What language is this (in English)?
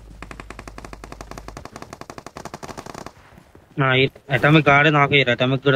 Telugu